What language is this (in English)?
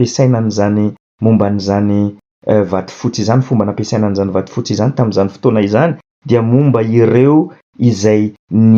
Malagasy